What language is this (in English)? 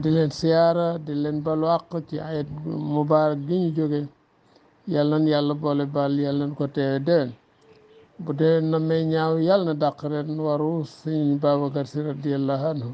Wolof